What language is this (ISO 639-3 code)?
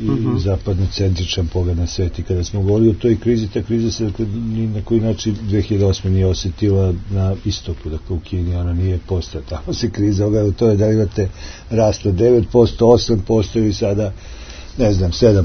srp